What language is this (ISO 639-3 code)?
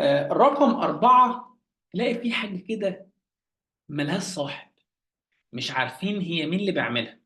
arz